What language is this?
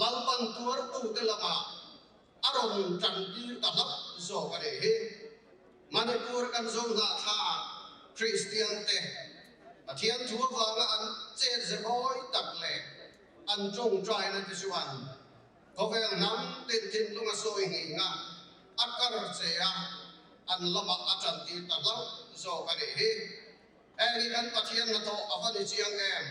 Mizo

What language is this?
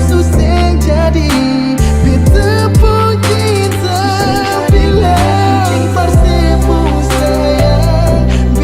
Ambonese Malay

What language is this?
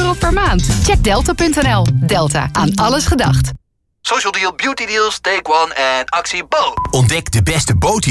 Dutch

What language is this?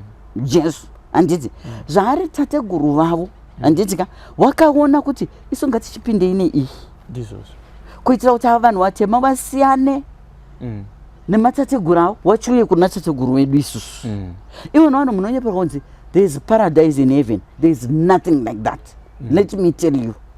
Shona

